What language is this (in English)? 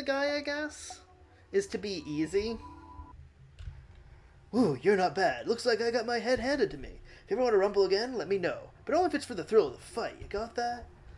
English